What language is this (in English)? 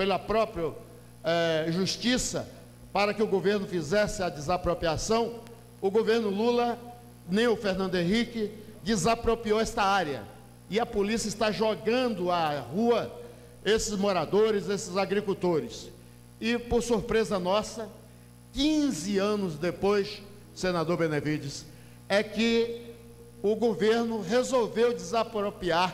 Portuguese